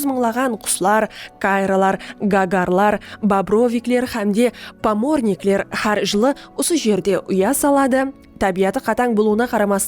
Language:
Kara-Kalpak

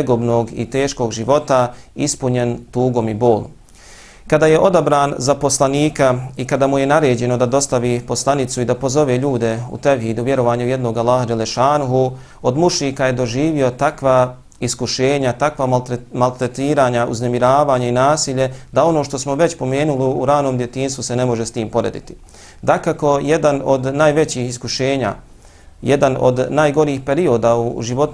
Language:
Bosnian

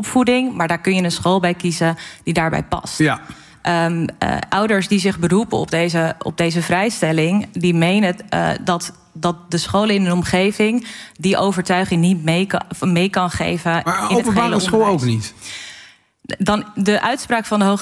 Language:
Dutch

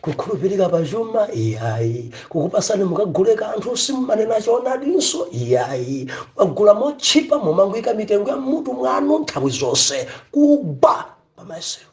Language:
Nyanja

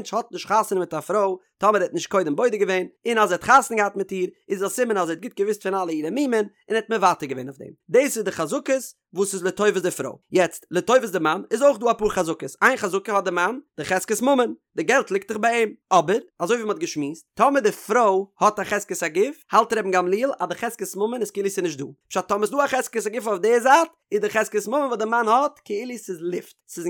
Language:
Yiddish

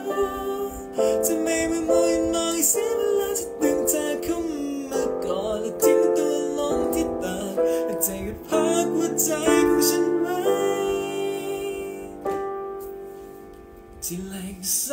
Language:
Thai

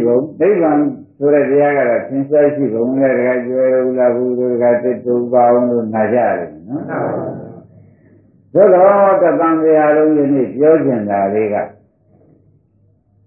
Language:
Burmese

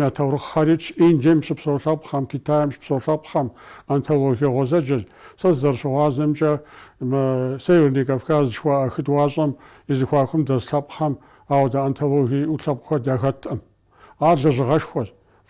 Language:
Kabardian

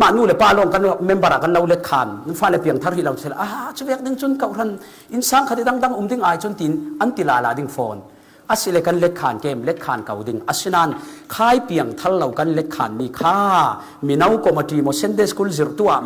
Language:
Falam Chin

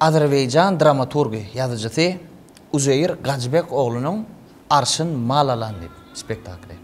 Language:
Turkmen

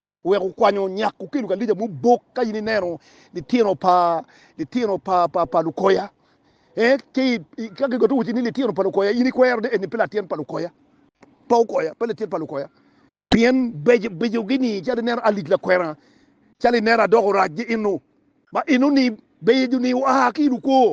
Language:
Acoli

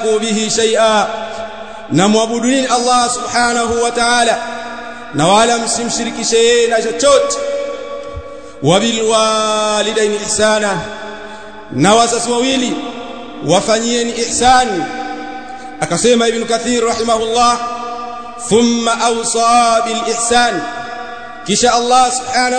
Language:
Swahili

